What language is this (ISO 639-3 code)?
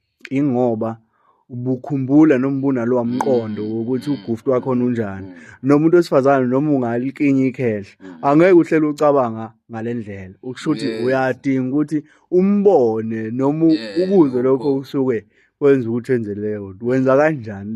zul